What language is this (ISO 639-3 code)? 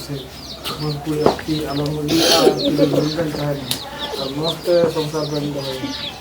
sat